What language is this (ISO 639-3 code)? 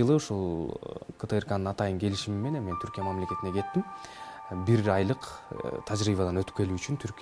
kir